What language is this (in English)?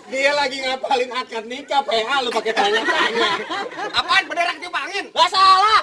Betawi